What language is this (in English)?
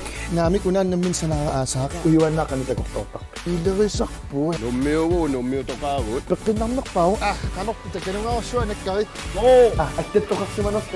Kalaallisut